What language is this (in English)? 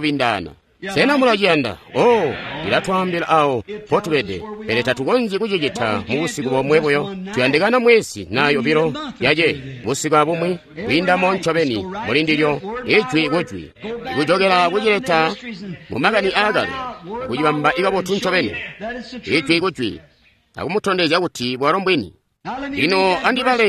Tonga (Zambia)